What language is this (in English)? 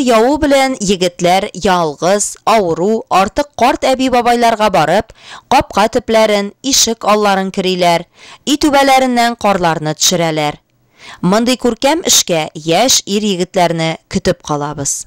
Tatar